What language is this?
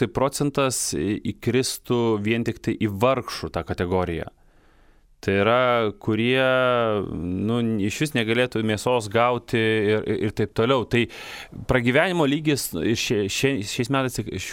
Lithuanian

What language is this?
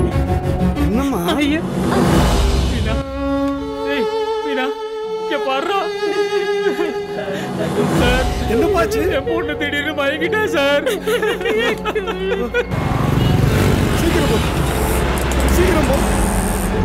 Tamil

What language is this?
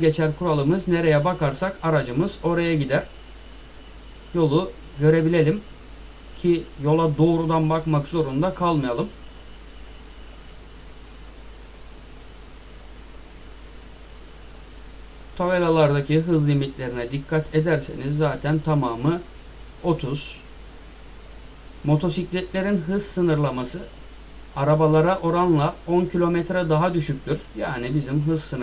Turkish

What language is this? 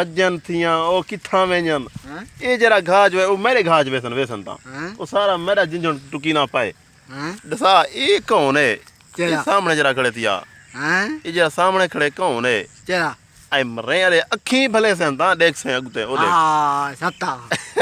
Saraiki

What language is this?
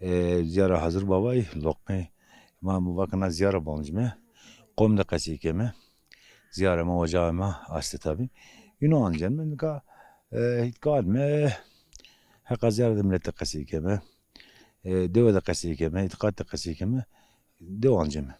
Zaza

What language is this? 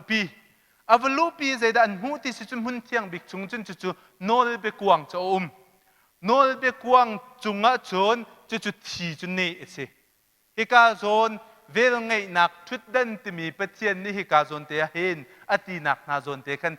Hakha Chin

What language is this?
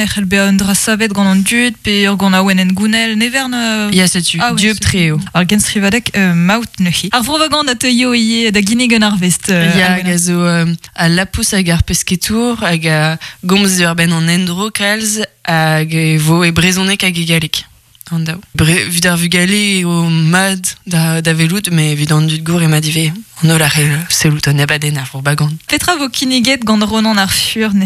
Breton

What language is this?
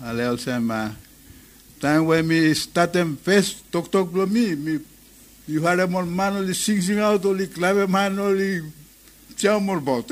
Bislama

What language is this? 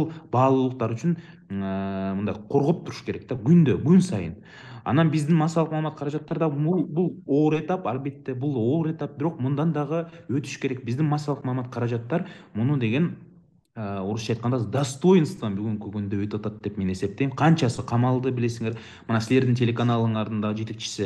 Kyrgyz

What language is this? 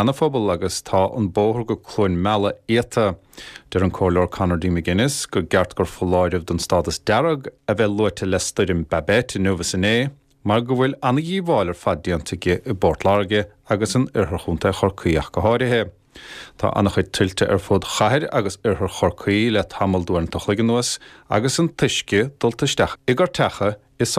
Irish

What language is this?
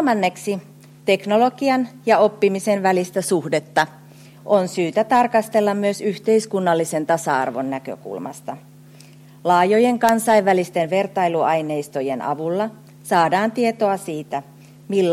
Finnish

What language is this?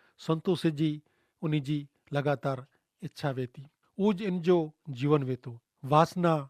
Kachhi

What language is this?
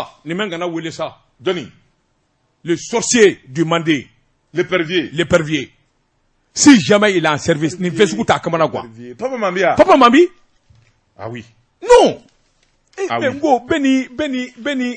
Bambara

